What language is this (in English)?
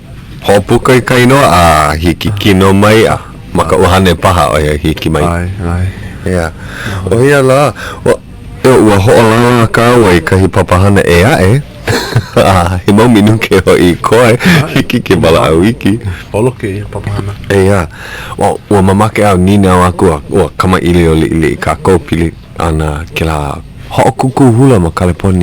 Hawaiian